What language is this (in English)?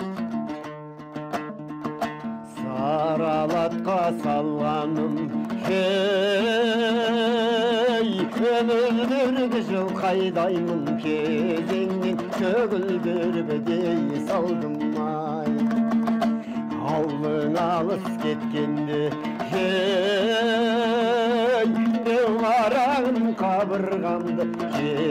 Kazakh